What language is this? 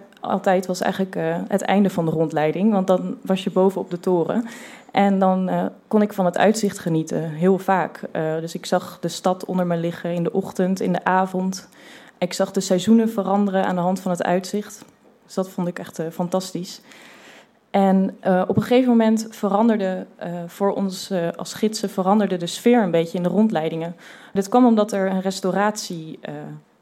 Dutch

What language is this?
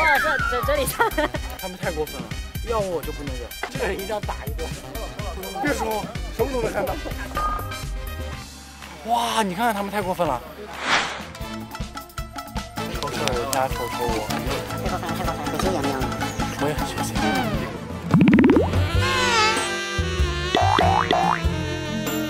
Chinese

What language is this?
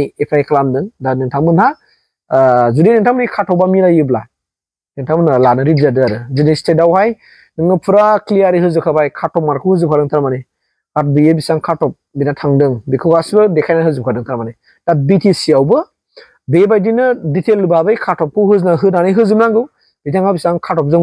Bodo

